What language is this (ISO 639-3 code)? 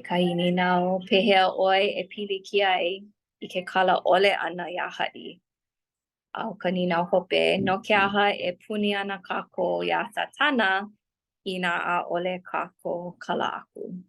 haw